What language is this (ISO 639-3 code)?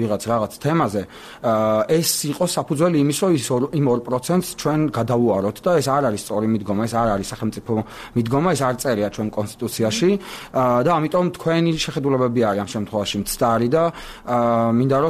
kat